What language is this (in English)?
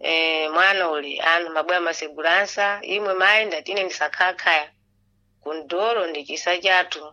Sena